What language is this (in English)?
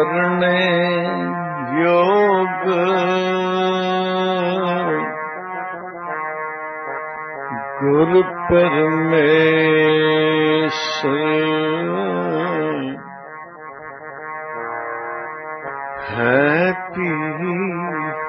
Punjabi